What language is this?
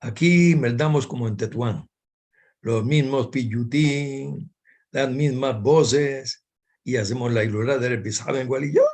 Ladino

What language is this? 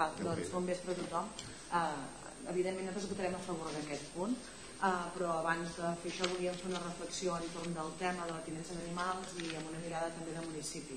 Catalan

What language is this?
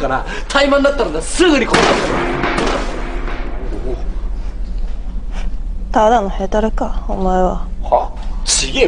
Japanese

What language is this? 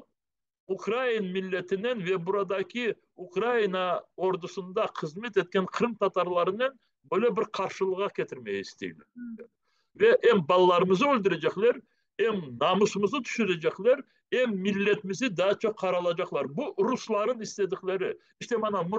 Crimean Tatar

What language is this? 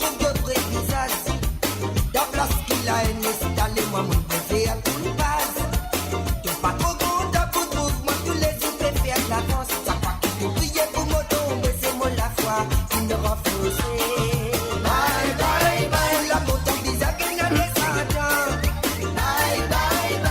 Morisyen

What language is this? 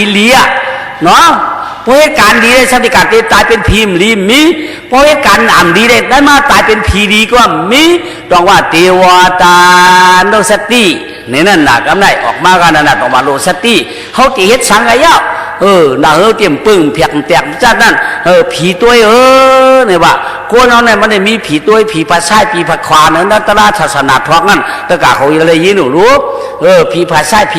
Shan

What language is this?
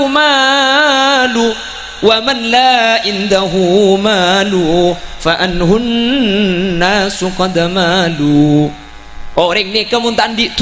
Madurese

